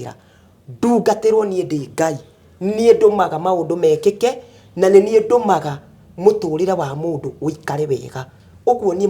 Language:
Kikuyu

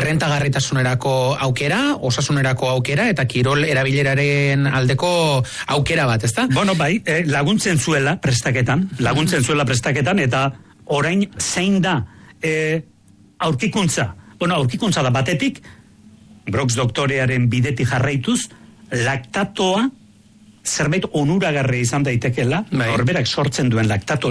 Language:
Basque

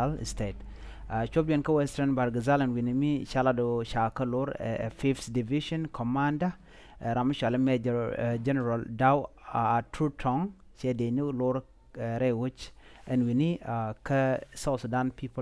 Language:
Nuer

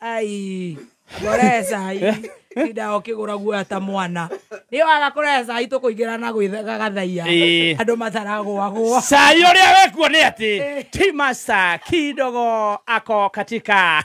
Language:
Kikuyu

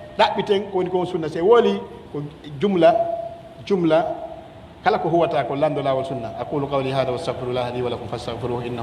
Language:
Pular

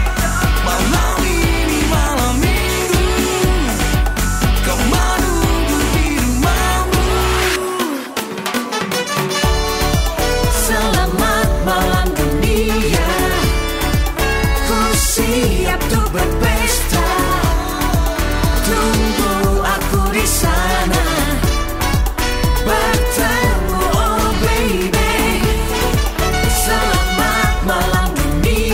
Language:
Indonesian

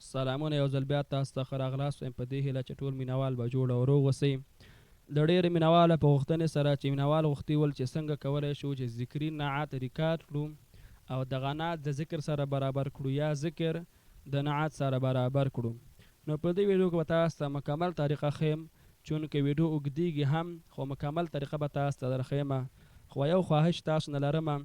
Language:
Pashto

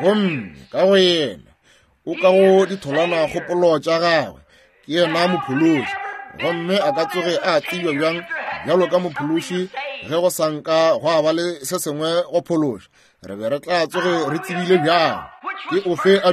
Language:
Northern Sotho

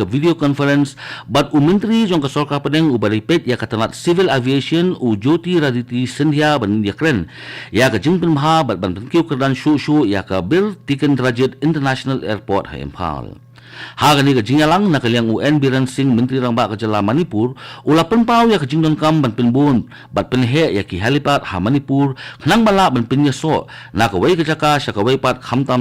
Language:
Khasi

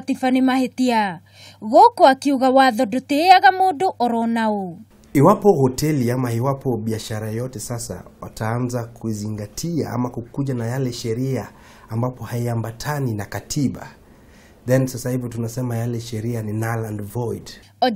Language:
Kikuyu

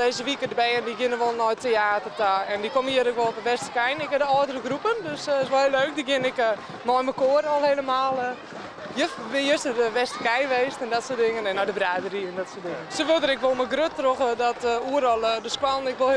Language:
Western Frisian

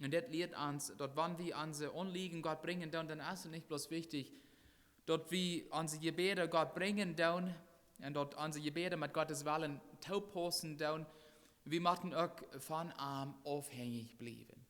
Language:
Plautdietsch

